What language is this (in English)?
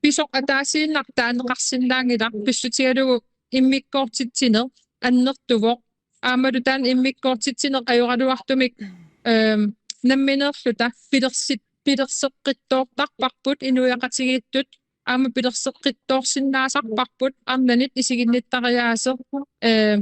Kalaallisut